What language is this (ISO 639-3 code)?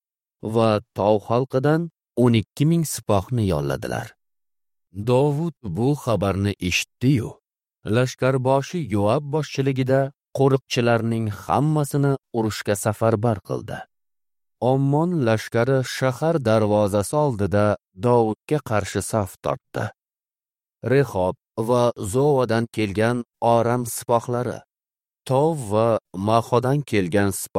uzb